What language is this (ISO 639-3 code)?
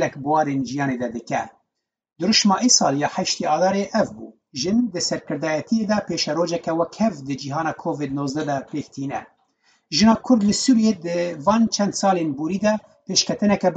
kur